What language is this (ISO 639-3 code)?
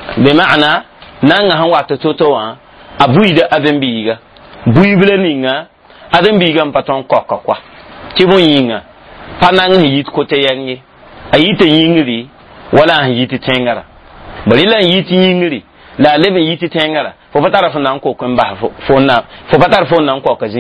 mos